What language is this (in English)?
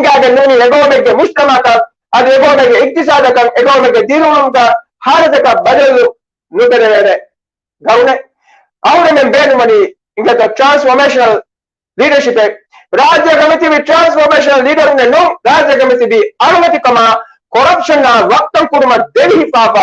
Divehi